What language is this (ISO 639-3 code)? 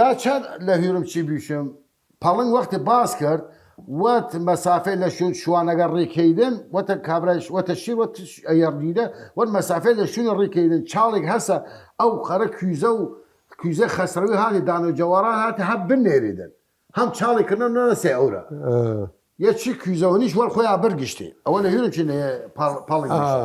sdh